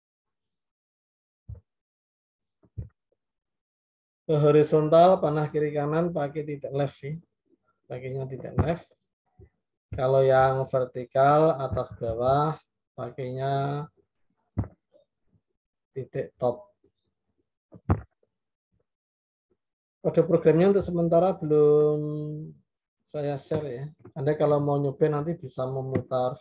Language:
Indonesian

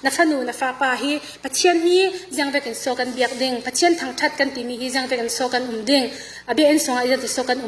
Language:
Falam Chin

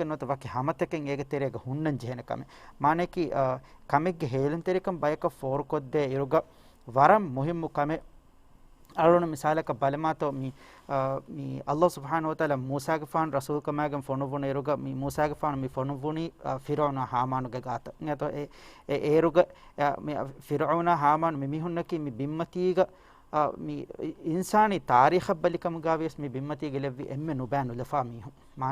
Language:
Divehi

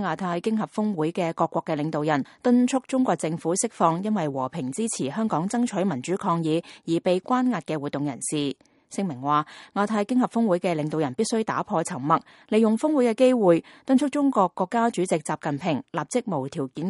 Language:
Cantonese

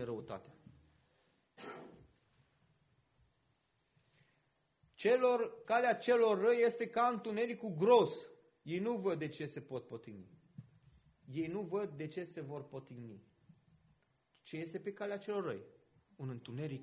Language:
Romanian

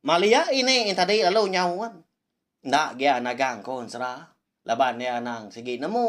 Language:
Iban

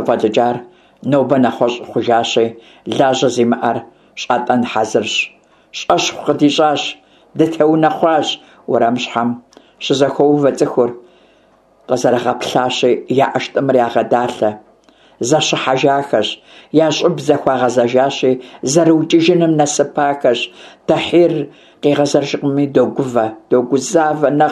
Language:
Kabardian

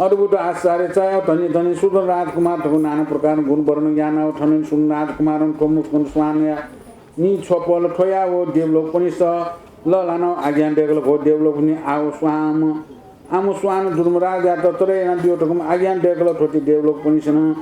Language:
Newari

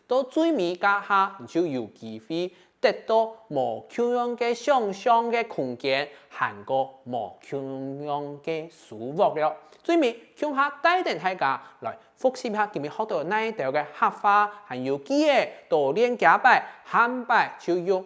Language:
Hakka Chinese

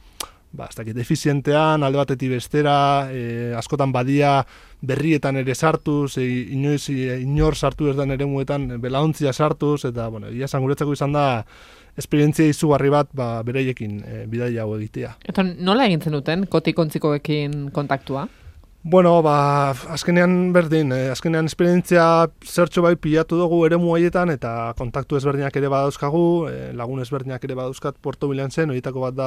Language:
Basque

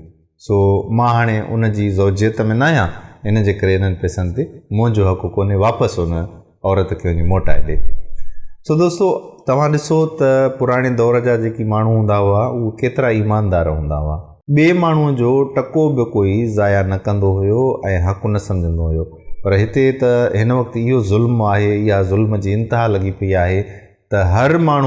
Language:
Sindhi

